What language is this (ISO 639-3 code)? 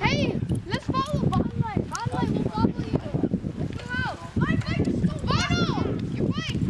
cnh